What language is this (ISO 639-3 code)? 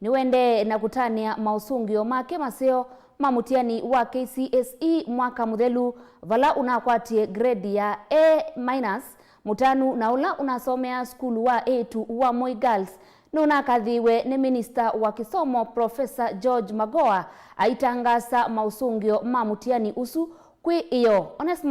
kam